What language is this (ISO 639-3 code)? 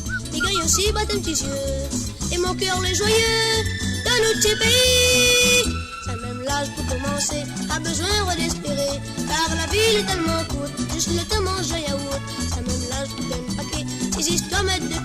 mfe